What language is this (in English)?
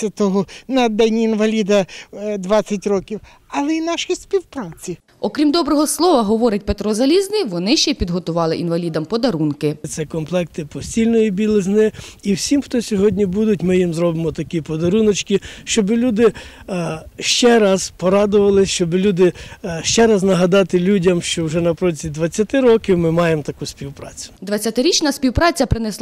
Ukrainian